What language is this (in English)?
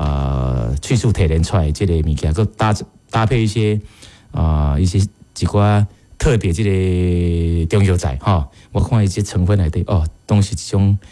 Min Nan Chinese